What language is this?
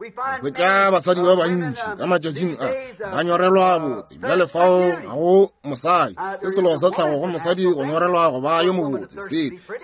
Northern Sotho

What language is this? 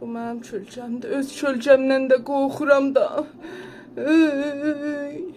South Azerbaijani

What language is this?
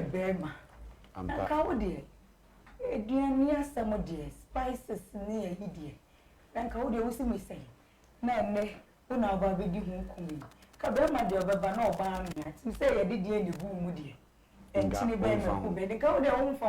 Akan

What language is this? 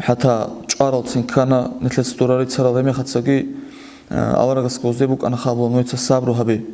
Avaric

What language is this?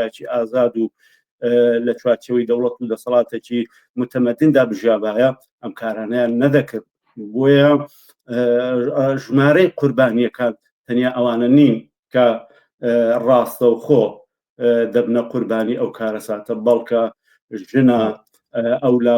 Central Kurdish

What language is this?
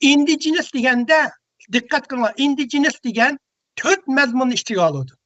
Uyghur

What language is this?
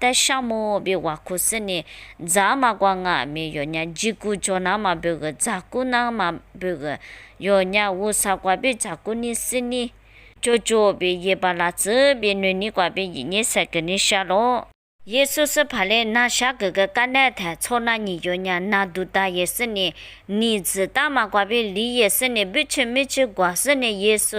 Lisu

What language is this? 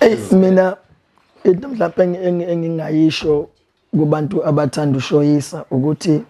Zulu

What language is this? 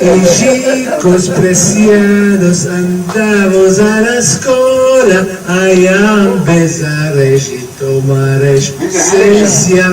Ladino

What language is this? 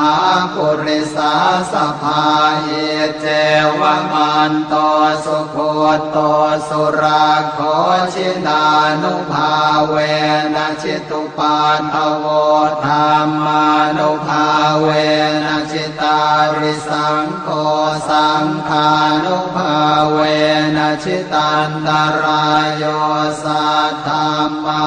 Pali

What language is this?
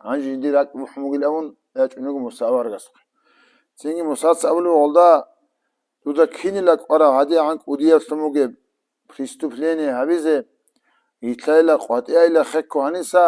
Avaric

